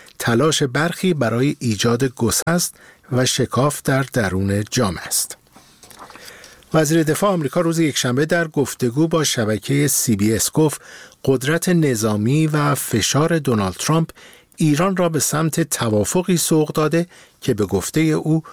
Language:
Persian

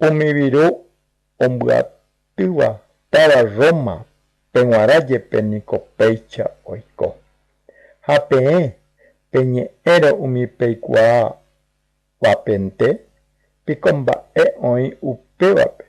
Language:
Guarani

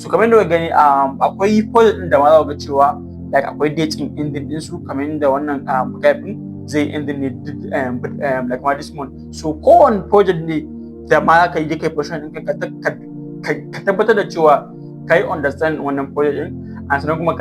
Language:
Hausa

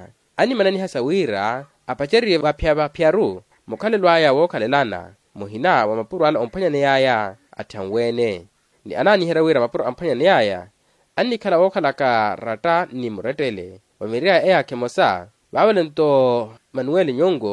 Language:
Makhuwa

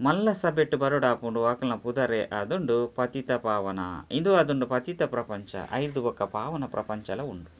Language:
Tulu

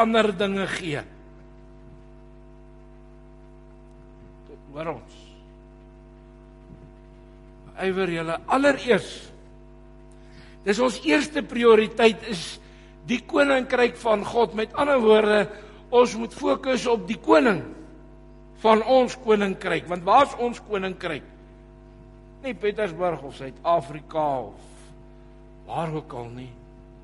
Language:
Afrikaans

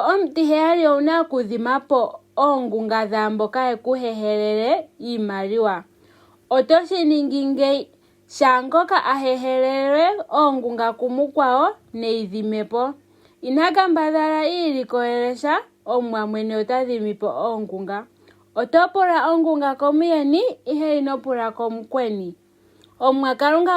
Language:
Ndonga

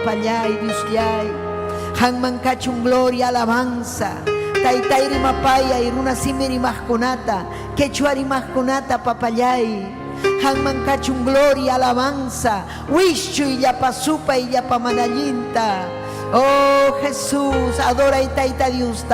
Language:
Ayacucho Quechua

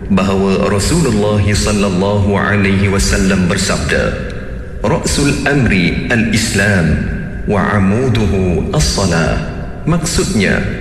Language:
Malay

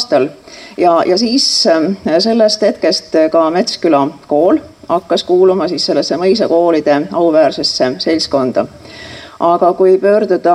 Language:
Estonian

